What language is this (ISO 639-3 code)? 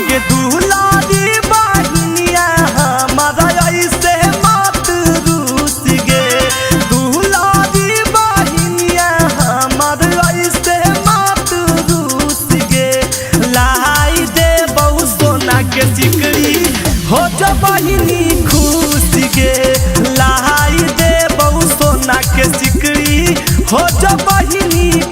mag